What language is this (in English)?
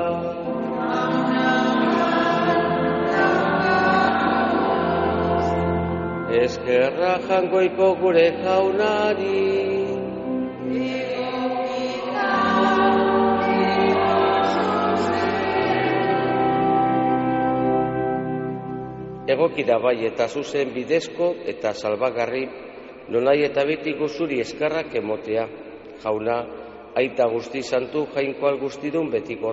Basque